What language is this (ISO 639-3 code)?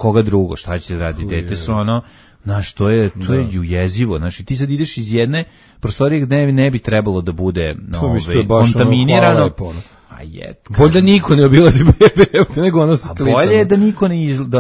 srp